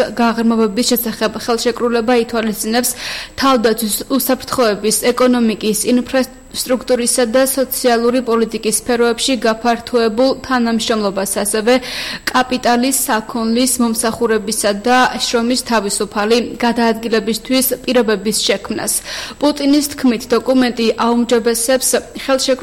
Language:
Georgian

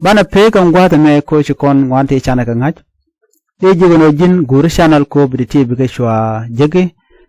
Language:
Nuer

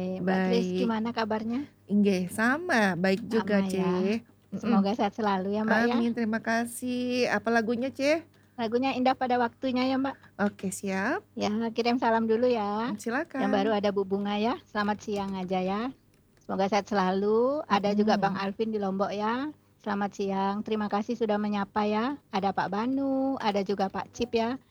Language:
Indonesian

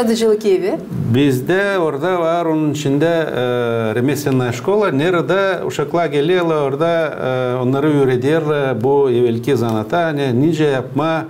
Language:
Gagauz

